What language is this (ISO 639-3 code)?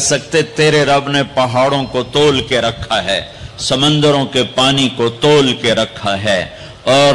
urd